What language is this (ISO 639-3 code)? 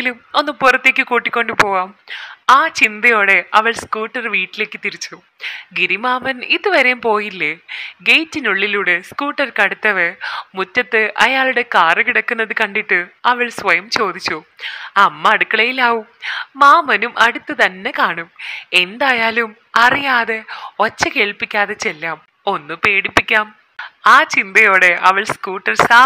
mal